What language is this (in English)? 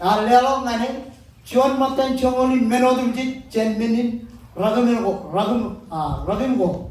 Marshallese